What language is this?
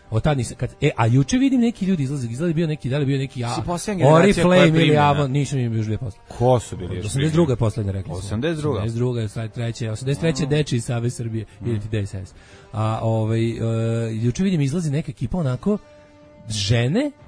Serbian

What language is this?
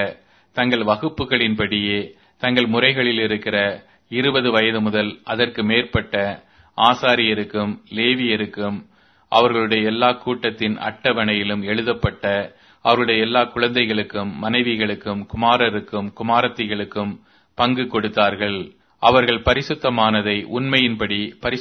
Tamil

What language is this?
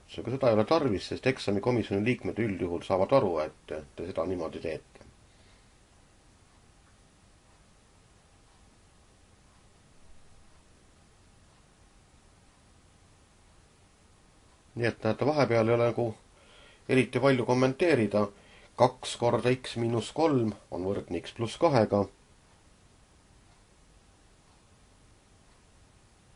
Estonian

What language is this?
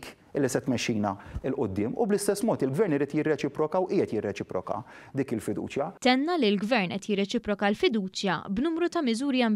Maltese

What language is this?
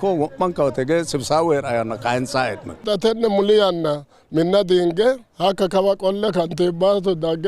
Sidamo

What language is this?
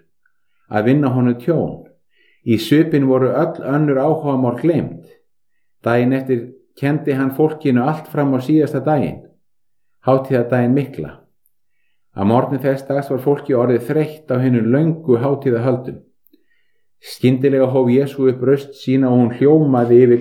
Icelandic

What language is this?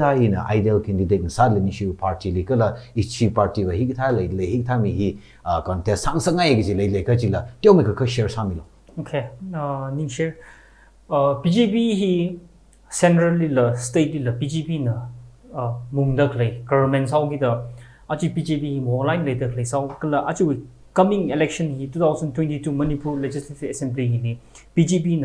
Tangkhul Naga (India)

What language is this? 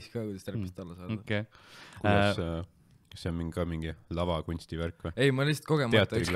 Estonian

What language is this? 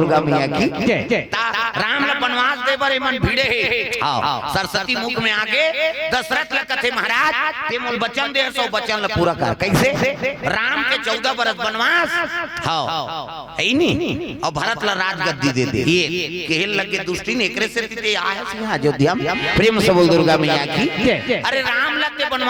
Chhattisgarhi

